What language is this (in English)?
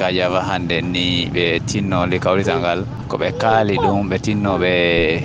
Fula